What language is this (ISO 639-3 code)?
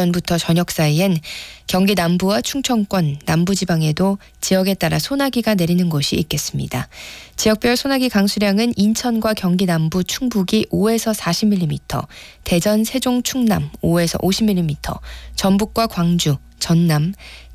kor